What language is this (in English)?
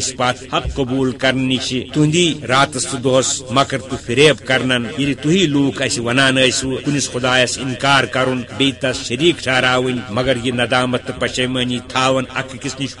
Kashmiri